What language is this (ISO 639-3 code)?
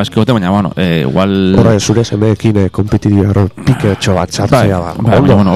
eus